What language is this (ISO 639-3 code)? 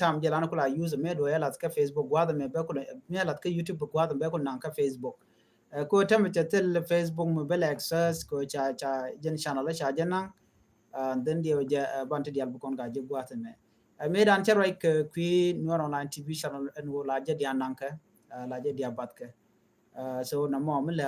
nus